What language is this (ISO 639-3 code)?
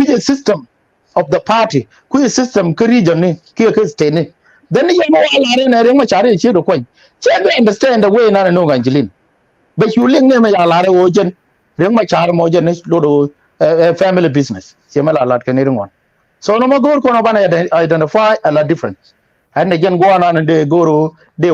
nus